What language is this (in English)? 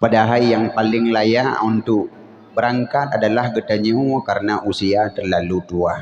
Achinese